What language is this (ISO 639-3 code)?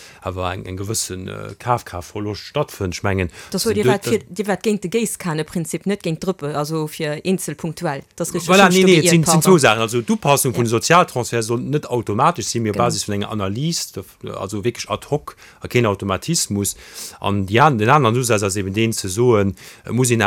ltz